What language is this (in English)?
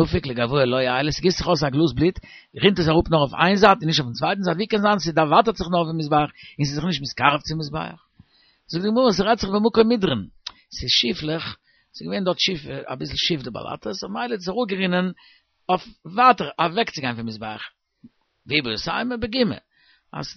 Yiddish